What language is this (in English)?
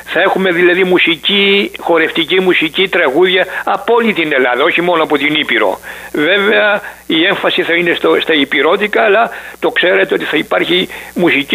Greek